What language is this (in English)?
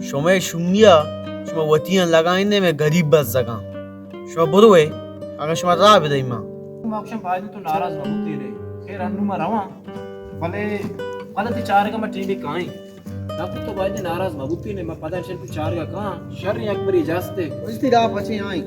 Baluchi